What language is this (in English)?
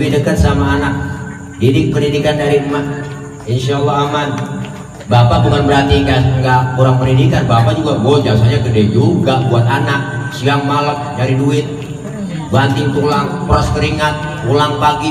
Betawi